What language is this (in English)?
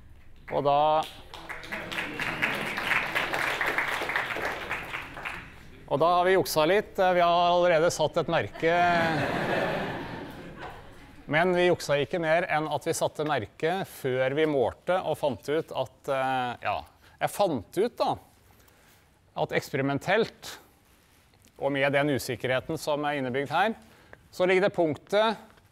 Norwegian